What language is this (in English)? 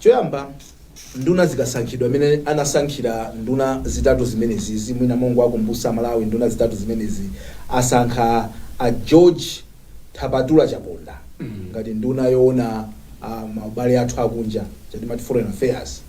Nyanja